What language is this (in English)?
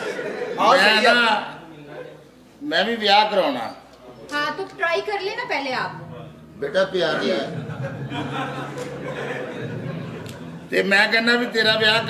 Punjabi